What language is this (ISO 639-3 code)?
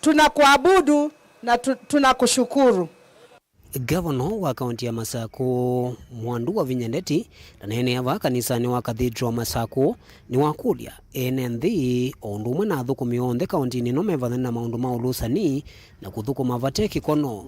kam